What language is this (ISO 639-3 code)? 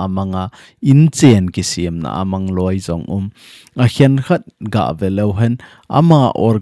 tcz